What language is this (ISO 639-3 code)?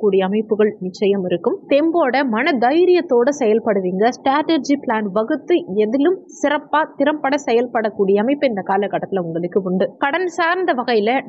tam